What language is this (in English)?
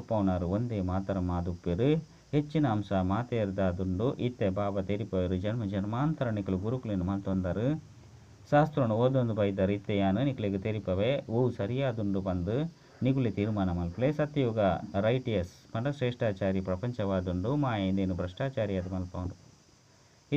Tulu